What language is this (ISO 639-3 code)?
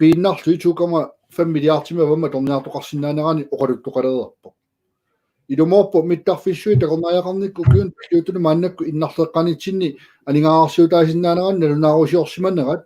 kal